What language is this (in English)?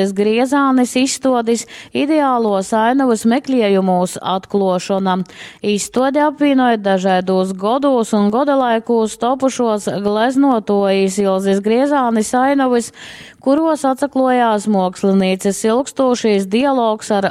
Latgalian